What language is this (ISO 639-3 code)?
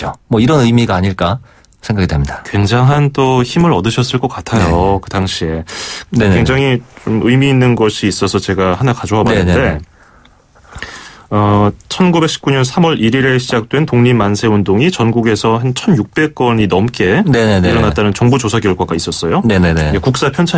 kor